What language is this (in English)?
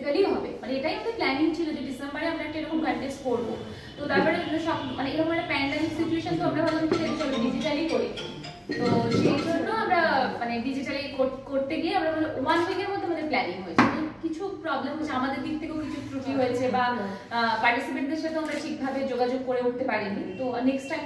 Bangla